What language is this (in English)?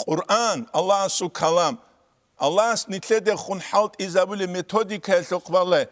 Avaric